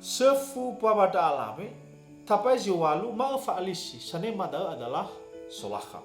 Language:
Nias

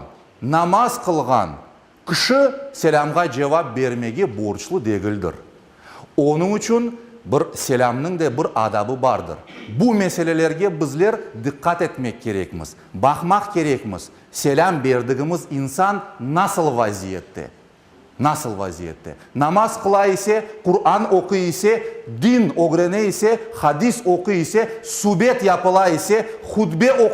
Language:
Crimean Tatar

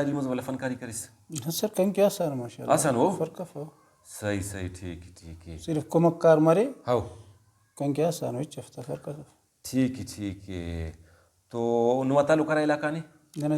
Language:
Brahui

